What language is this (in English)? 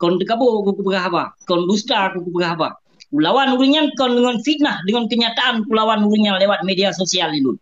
Achinese